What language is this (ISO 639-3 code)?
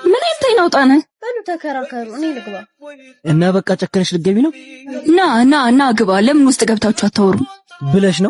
amh